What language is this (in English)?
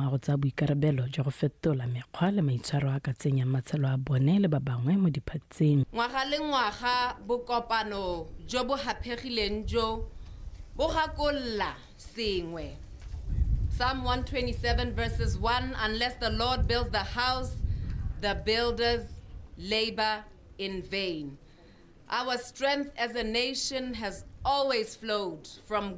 Tswana